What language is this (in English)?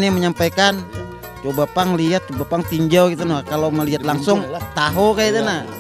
Banjar